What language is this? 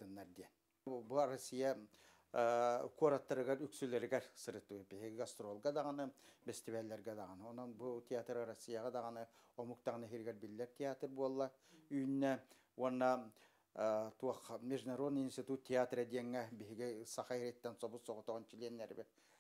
Yakut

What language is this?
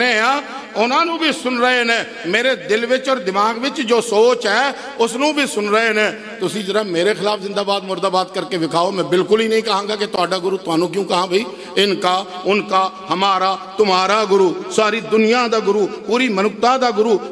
Punjabi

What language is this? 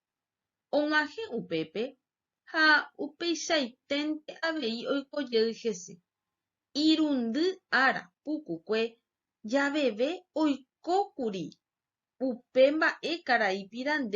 Guarani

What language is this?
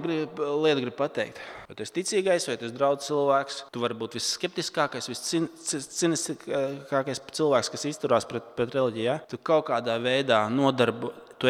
Latvian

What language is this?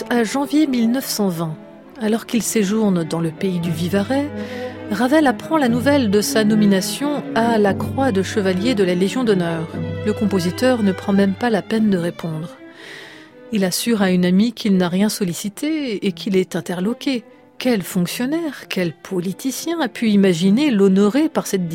French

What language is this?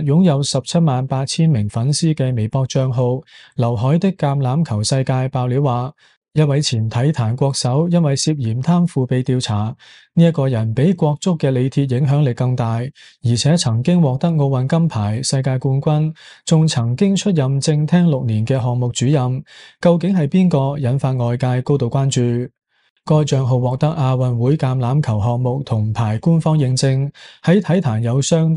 Cantonese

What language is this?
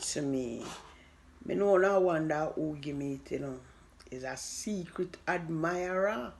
Jamaican Creole English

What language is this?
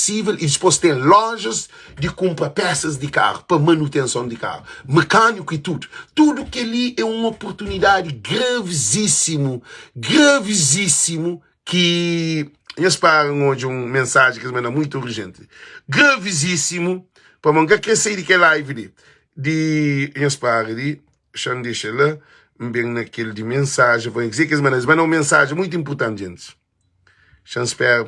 Kabuverdianu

